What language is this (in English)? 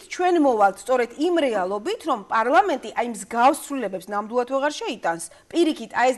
Georgian